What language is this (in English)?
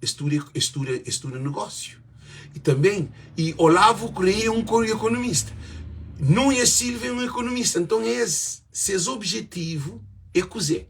Kabuverdianu